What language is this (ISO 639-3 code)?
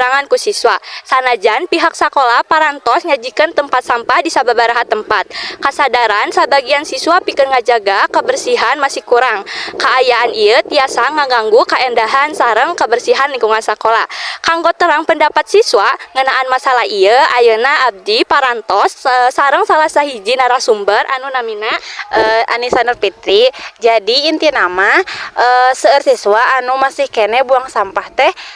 sun